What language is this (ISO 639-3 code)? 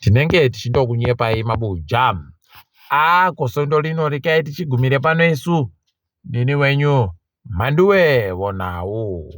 ndc